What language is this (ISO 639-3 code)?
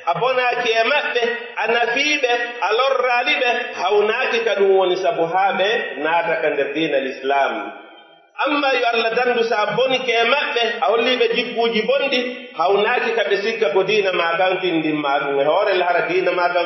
fuf